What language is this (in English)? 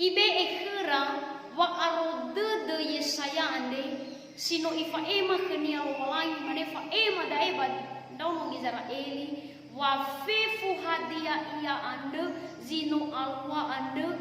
Nias